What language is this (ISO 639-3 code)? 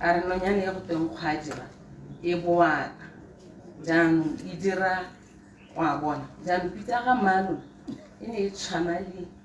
tsn